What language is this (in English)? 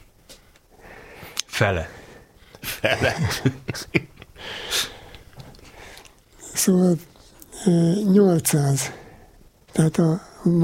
Hungarian